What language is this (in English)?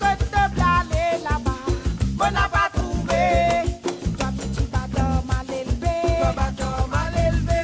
Morisyen